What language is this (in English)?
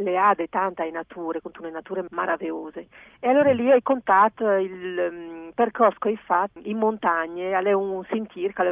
Friulian